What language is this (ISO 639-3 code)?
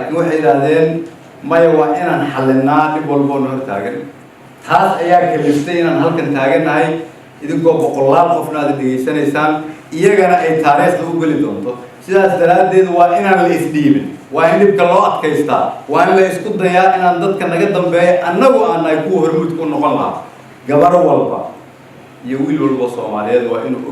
som